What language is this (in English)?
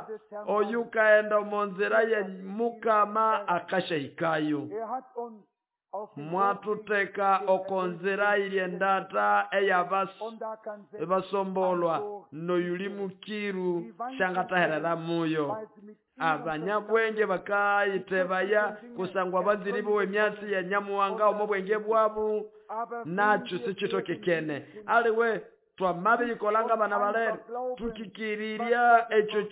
Nande